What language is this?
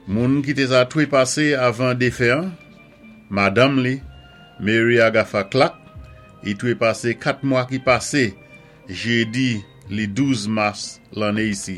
Saint Lucian Creole French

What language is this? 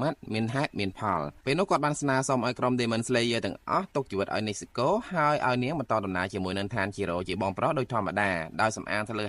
Khmer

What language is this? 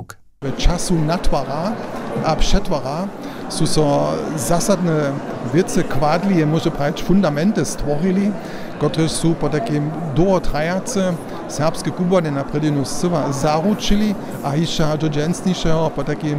Upper Sorbian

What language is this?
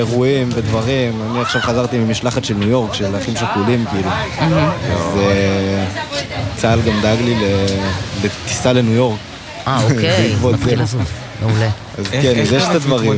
Hebrew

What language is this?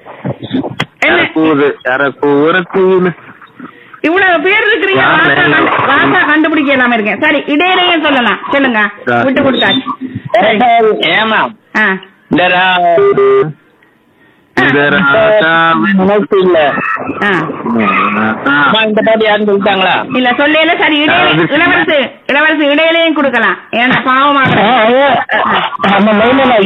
Tamil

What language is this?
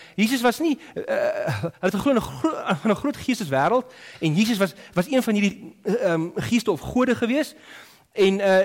Afrikaans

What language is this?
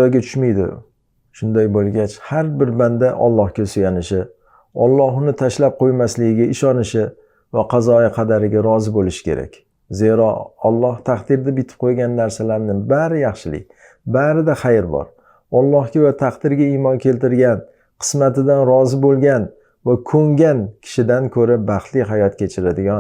Uzbek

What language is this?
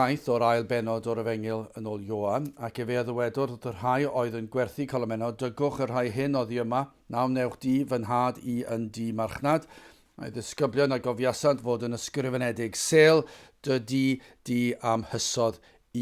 Welsh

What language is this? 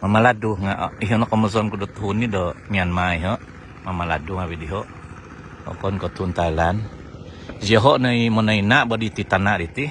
Central Dusun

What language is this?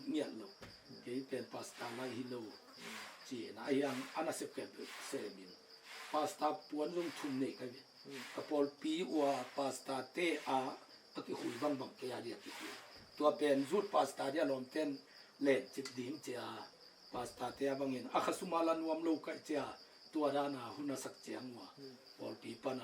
Tedim Chin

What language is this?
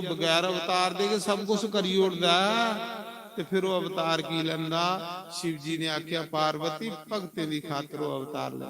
Dogri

